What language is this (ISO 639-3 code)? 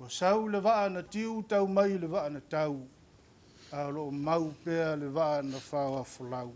smo